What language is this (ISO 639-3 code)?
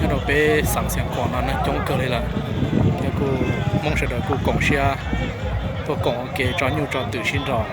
hmn